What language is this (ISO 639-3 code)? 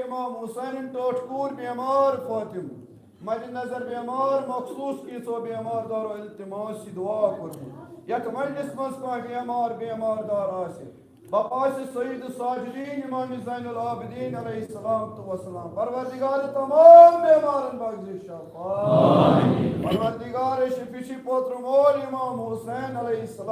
kas